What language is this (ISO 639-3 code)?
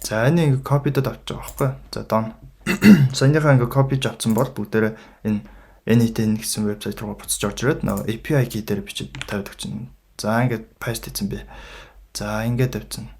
mon